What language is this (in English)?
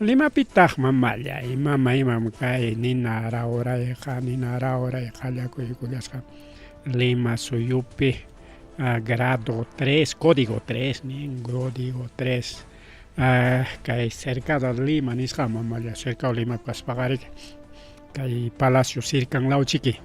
Ayacucho Quechua